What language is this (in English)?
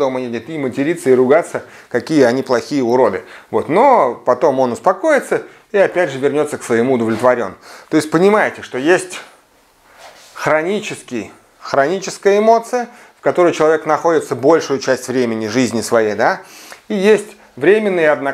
Russian